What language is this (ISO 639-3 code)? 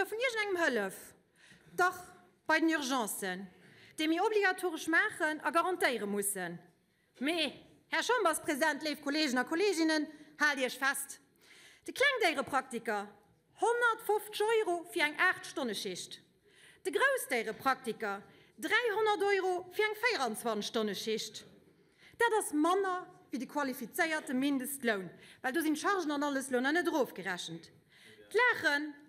ltz